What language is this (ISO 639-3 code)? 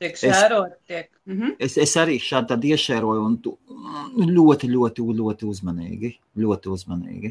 lav